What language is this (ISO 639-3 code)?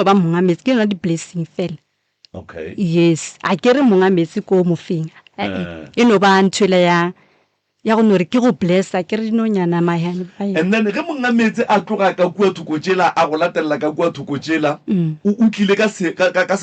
nso